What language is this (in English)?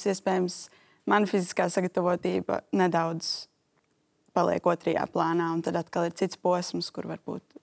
Latvian